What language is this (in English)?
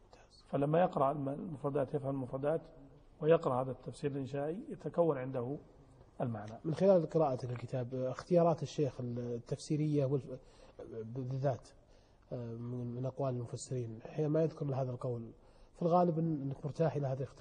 Arabic